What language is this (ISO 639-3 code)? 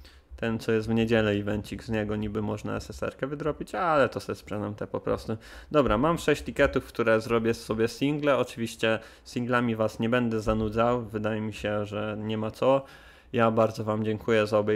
pol